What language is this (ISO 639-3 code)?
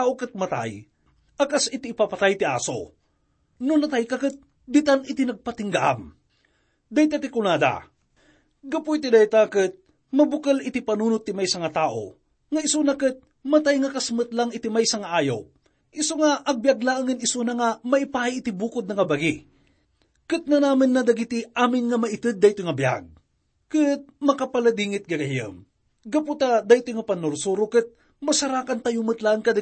ilo